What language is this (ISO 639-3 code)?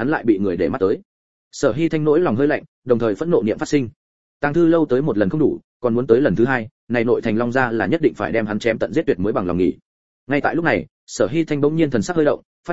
vie